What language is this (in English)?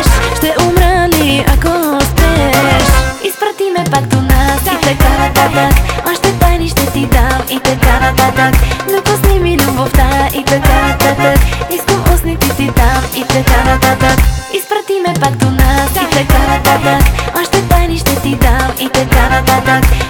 Bulgarian